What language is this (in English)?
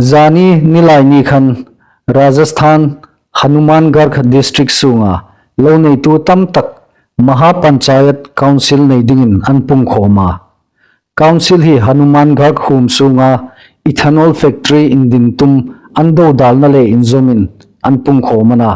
Hmar